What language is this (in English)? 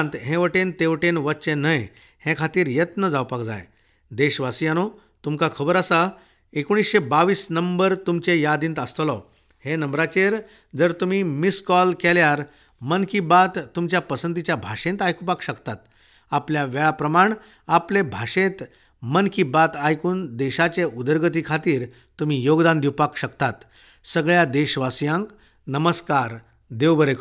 Konkani